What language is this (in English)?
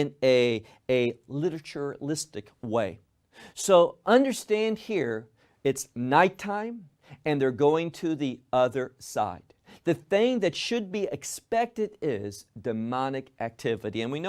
English